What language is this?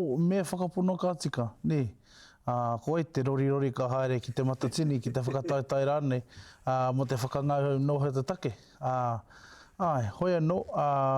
Māori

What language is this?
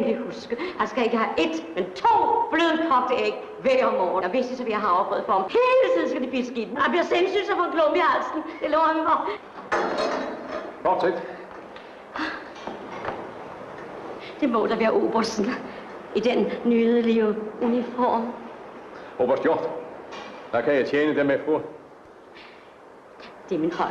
Danish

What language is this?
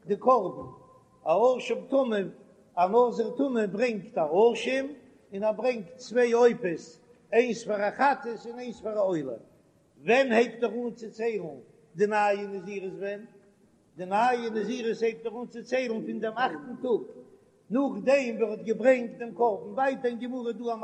Yiddish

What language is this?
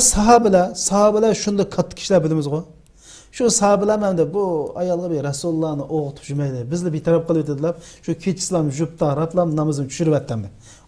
Uyghur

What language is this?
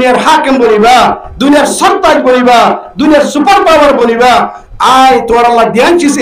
Rohingya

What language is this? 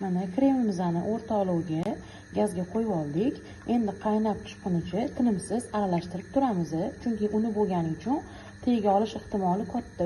Uzbek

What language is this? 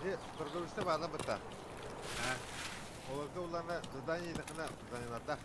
Yakut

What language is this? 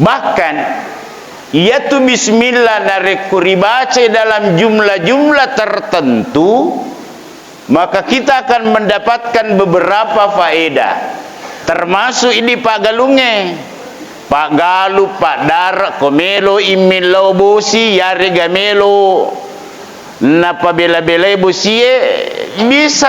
Buginese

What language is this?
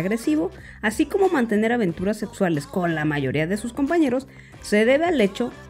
Spanish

